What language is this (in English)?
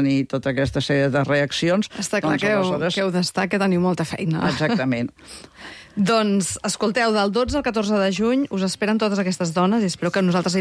Catalan